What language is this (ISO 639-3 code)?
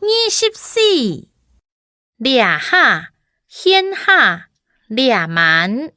hak